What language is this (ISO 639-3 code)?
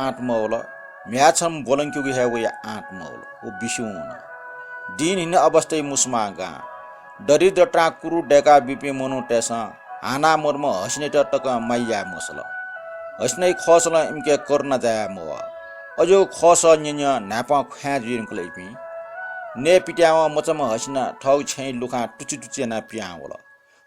new